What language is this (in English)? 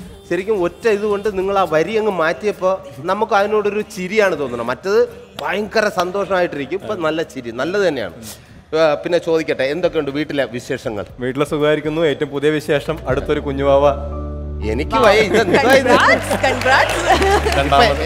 Malayalam